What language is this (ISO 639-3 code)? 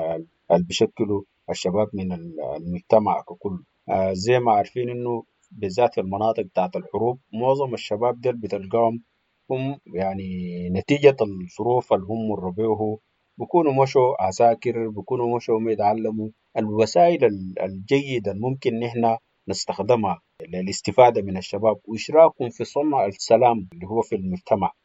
apd